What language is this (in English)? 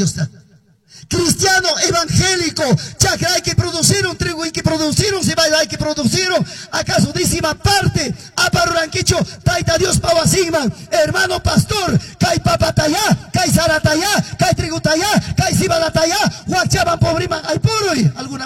Quechua